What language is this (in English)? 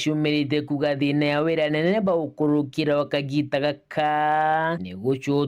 Meru